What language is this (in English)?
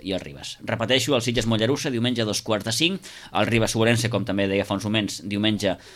Catalan